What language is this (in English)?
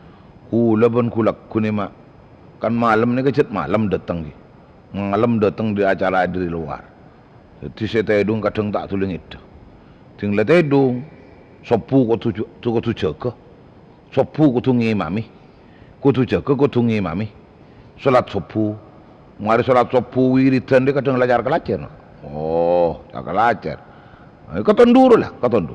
Madurese